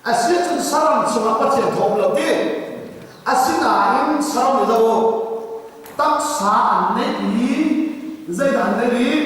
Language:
Hakha Chin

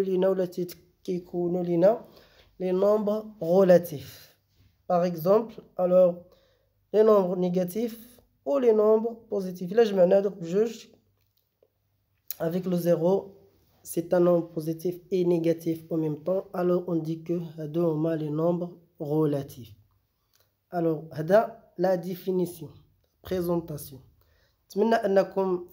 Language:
Moroccan Arabic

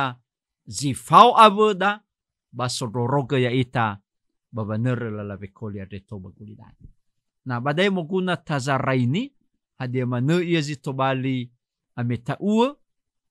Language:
Nias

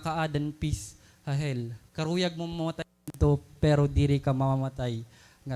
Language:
Waray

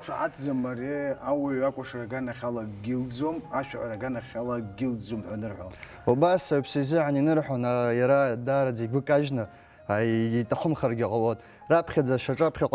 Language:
Abkhazian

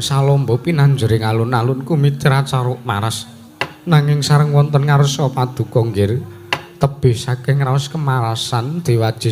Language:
Javanese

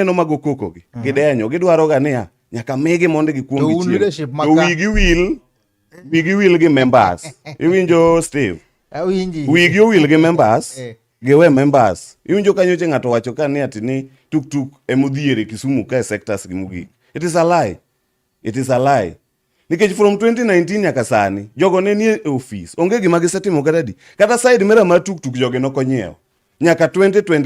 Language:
Luo (Kenya and Tanzania)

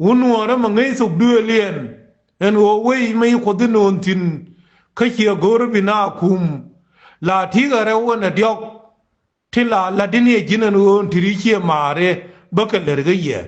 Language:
Nuer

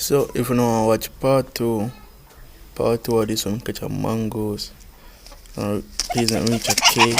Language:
Jamaican Creole English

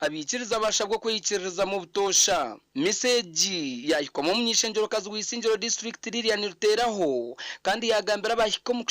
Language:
Nyankole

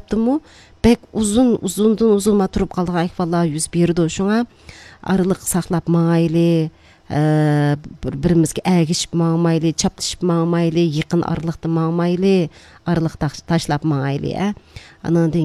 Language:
Uyghur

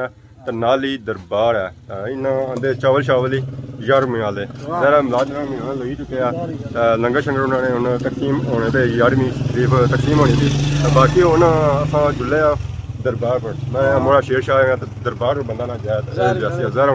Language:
Pahari-Potwari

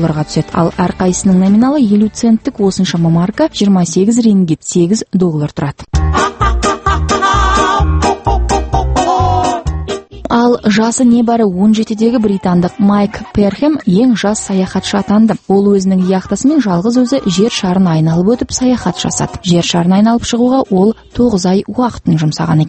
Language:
Kazakh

